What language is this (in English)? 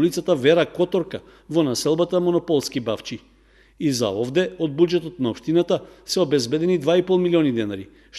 Macedonian